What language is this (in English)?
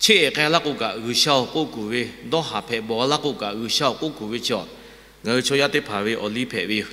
Lahu